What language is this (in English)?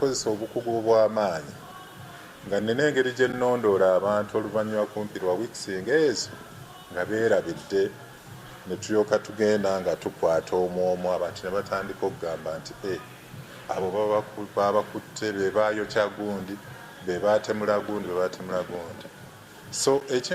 Ganda